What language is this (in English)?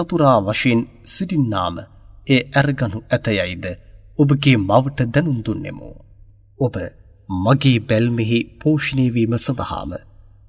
Sinhala